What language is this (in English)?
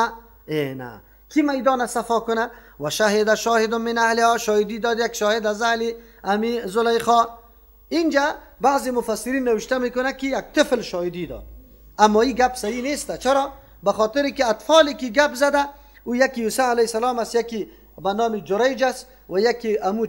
Persian